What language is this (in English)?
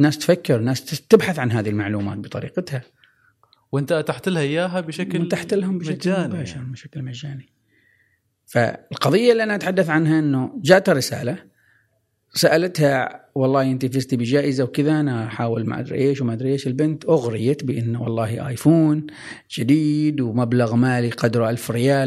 Gulf Arabic